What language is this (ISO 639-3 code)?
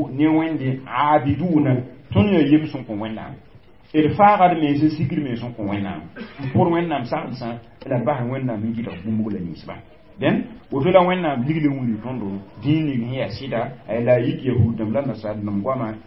mos